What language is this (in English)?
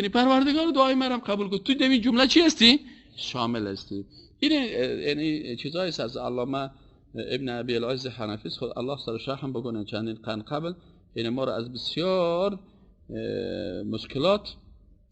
Persian